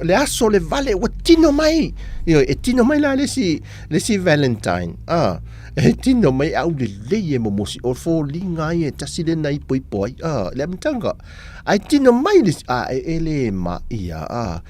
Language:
Samoan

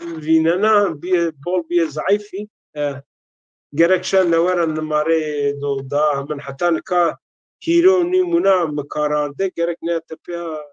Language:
Zaza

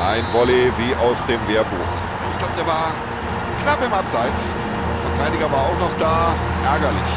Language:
Bavarian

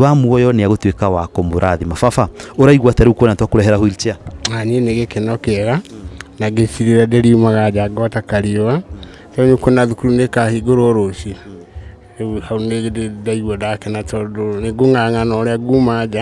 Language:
Kikuyu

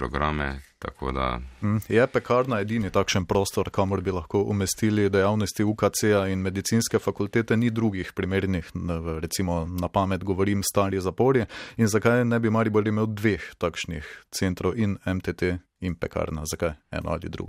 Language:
Slovenian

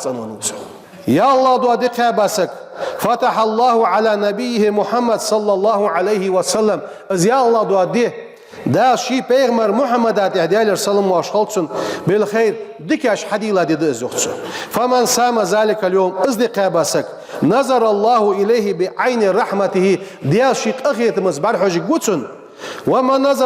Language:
Ingush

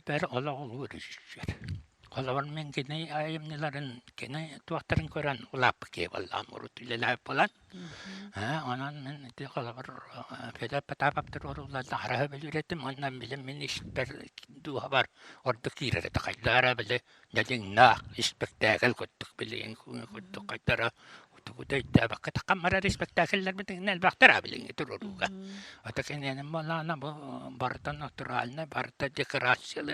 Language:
Yakut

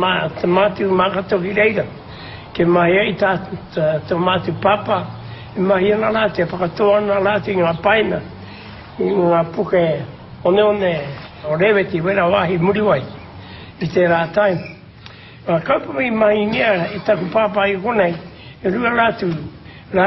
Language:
Māori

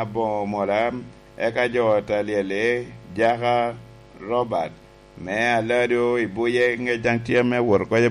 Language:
Lango (Uganda)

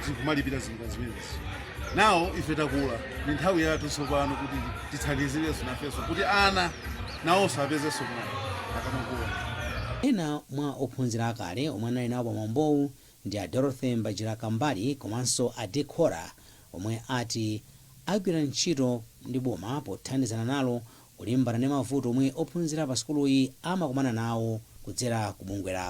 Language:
Nyanja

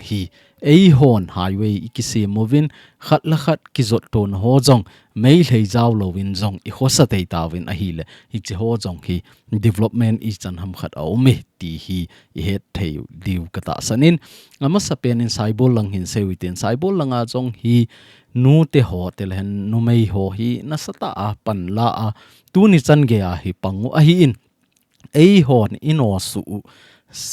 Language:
Thado Chin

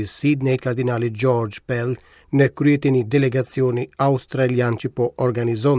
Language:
Albanian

